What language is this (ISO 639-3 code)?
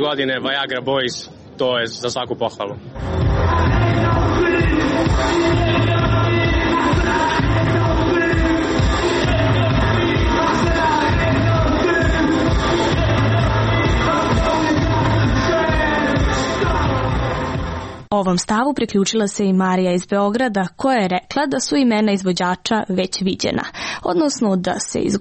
srp